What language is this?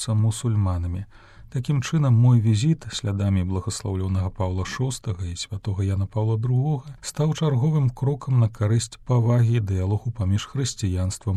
Belarusian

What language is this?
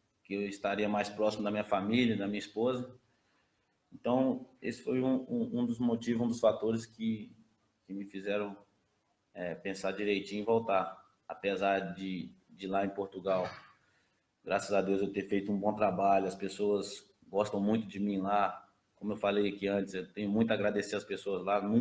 Portuguese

